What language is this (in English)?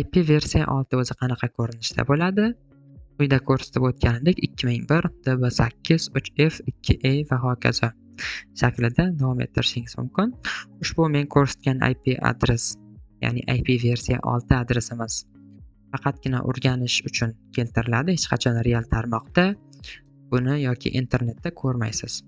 Uzbek